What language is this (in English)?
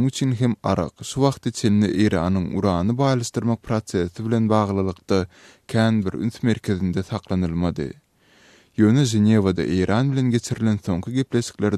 Turkmen